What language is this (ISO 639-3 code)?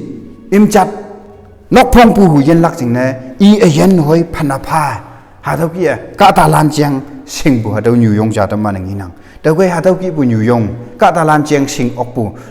nbe